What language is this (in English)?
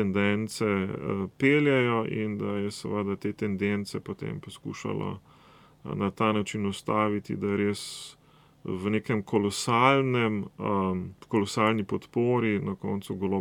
Slovenian